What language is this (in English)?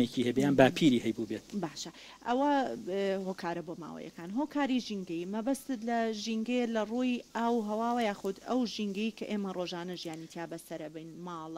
Central Kurdish